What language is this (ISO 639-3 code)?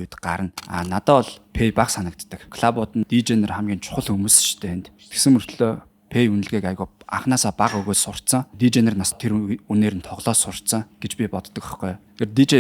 mon